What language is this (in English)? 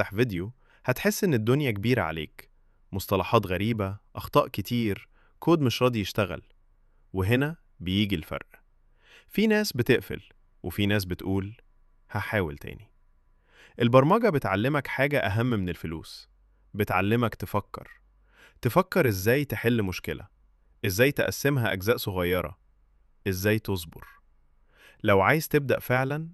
Egyptian Arabic